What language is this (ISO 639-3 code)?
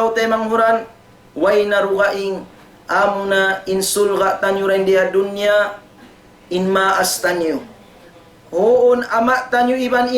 tsg